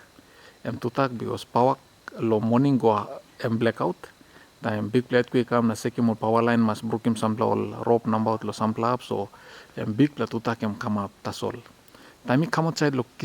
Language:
Tok Pisin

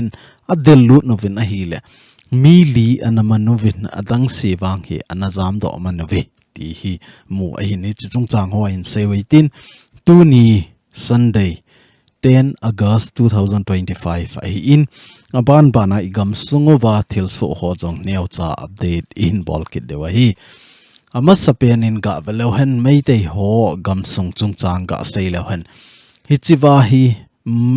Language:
Thado Chin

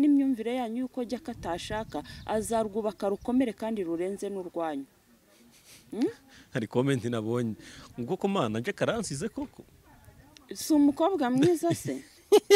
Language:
Kinyarwanda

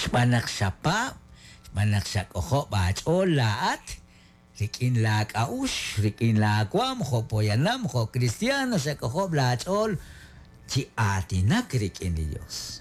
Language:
Kekchí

